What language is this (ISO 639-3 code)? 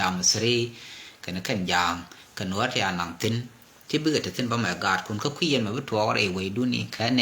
nus